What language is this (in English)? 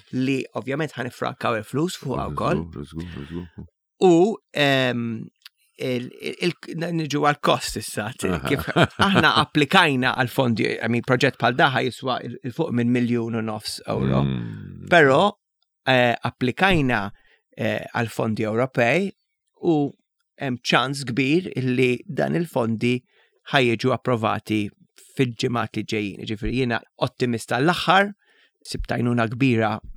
Maltese